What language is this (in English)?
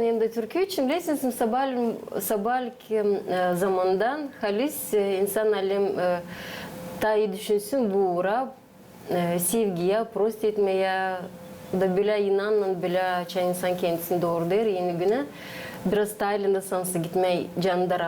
Gagauz